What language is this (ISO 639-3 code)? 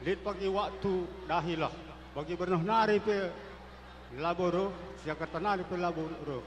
btx